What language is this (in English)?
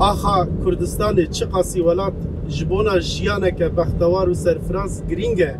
Kurdish